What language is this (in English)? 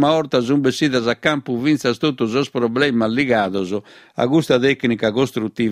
Sardinian